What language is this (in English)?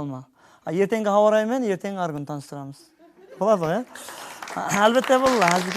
Kara-Kalpak